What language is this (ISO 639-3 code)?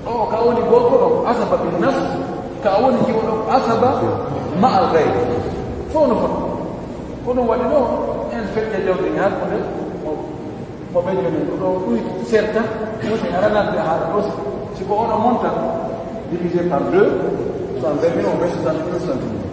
fuf